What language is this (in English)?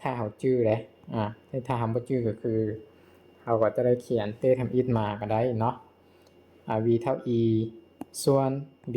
Lao